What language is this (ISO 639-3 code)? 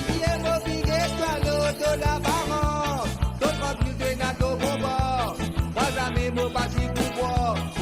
mfe